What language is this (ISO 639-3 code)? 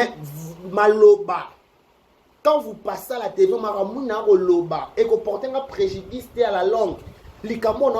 lin